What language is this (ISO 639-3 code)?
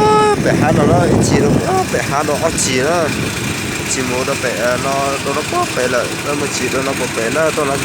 hmn